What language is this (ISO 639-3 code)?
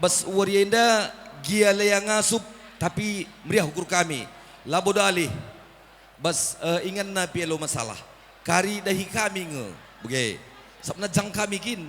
btx